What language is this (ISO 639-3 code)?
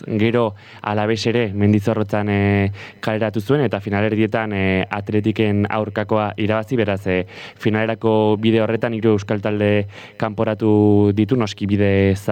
eus